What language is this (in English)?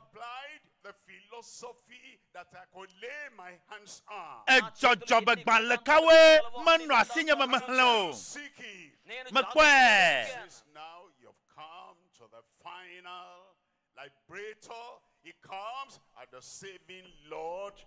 Ewe